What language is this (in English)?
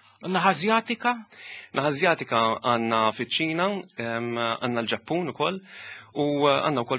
Maltese